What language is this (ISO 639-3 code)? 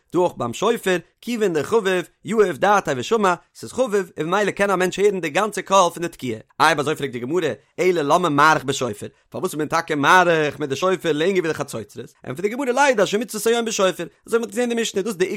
yid